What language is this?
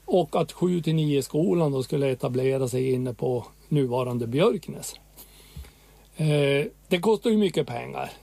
Swedish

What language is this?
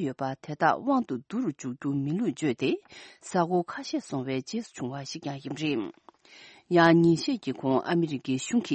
Tibetan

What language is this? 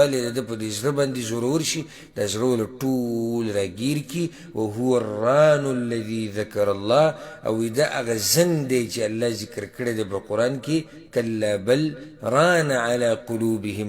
Pashto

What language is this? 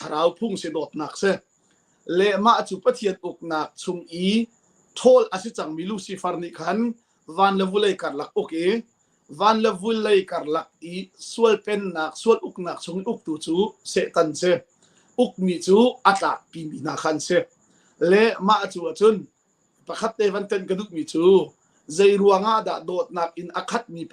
Hakha Chin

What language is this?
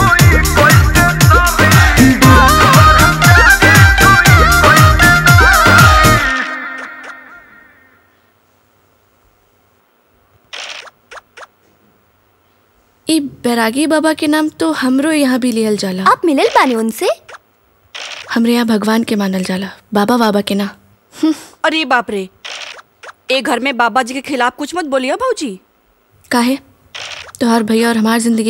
Bhojpuri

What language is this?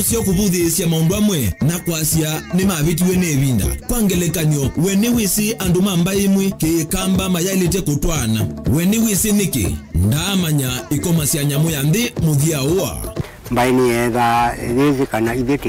Kamba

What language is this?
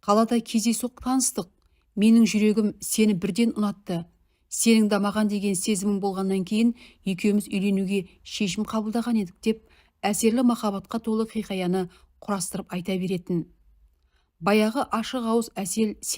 Kazakh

